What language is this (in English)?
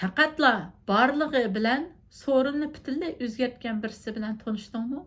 Uyghur